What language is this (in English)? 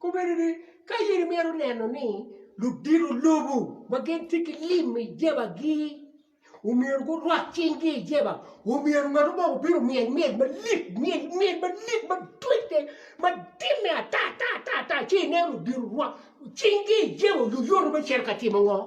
Acoli